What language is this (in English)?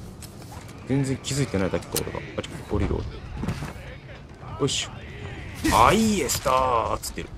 Japanese